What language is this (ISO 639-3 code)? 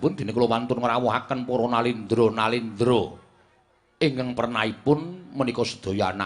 jav